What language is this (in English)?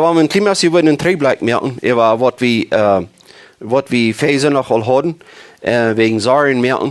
Plautdietsch